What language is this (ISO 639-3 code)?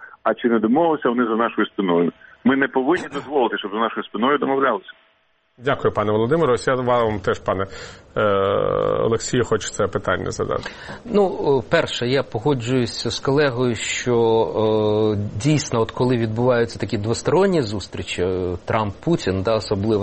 ukr